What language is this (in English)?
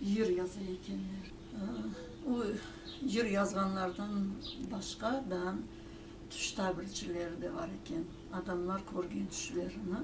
Crimean Tatar